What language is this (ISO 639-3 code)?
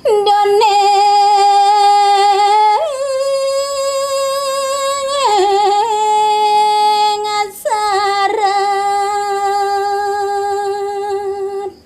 ban